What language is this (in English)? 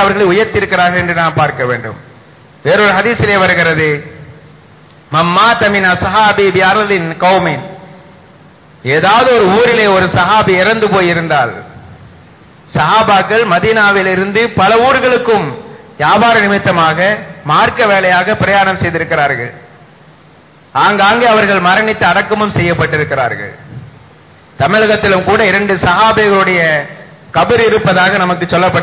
Tamil